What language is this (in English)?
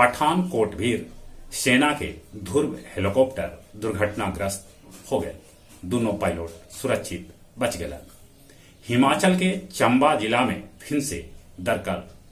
Magahi